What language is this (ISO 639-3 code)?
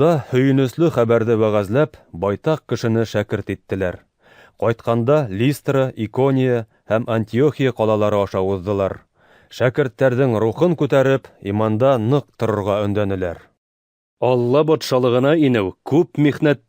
bak